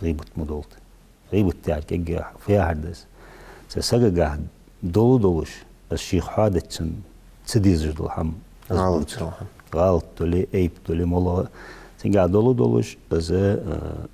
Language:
Ingush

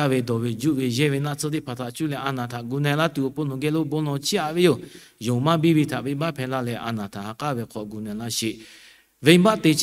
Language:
Lahu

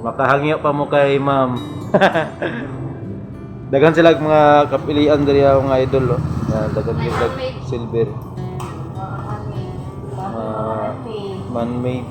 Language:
Cebuano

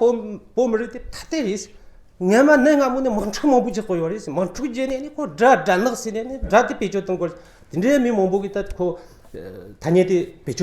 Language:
Tibetan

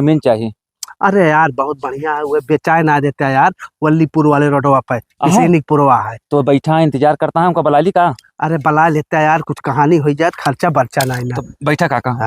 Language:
Awadhi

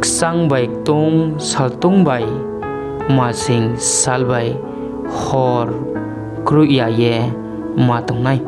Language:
Riang (India)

